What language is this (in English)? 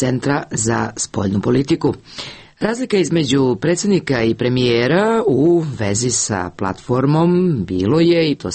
Serbian